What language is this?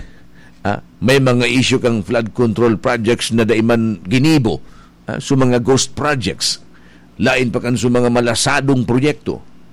Bikol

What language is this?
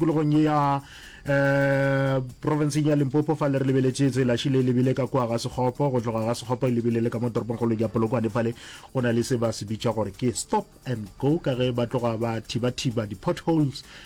Northern Sotho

